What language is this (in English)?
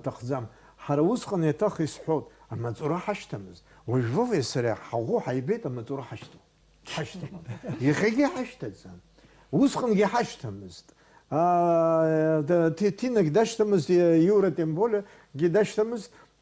Abkhazian